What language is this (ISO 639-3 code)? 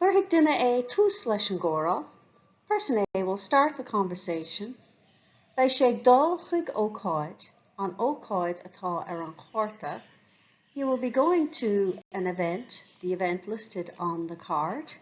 gle